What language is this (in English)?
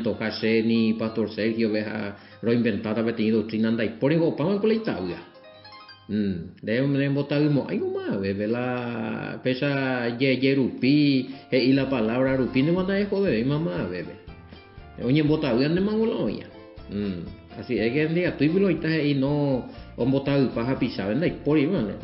Guarani